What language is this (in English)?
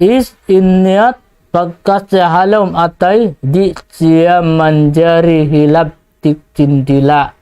Tausug